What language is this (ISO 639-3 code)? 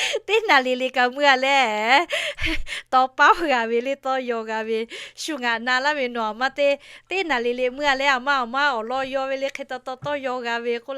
lhu